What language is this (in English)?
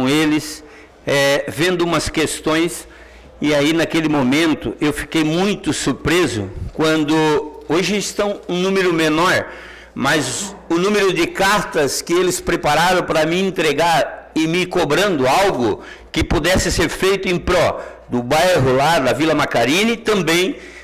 Portuguese